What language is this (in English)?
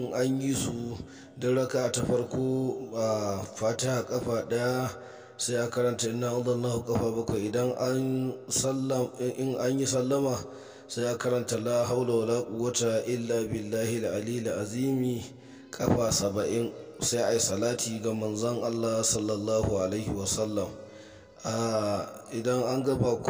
Hausa